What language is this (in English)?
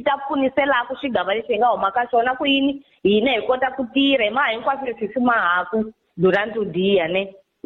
Tsonga